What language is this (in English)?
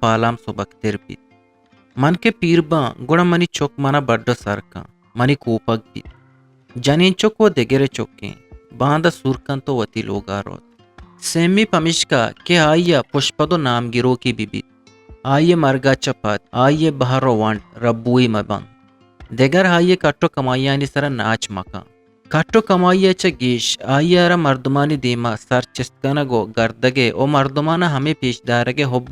Eastern Balochi